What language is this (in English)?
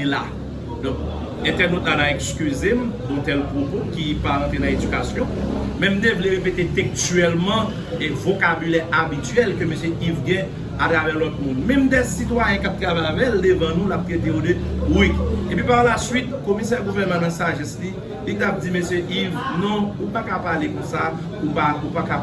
Haitian Creole